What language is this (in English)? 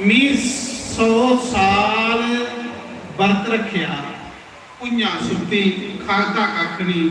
Dogri